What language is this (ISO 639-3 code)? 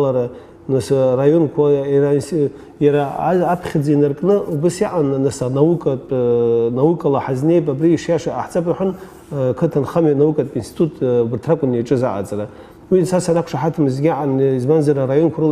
abk